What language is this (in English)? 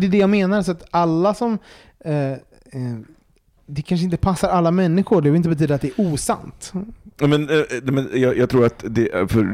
Swedish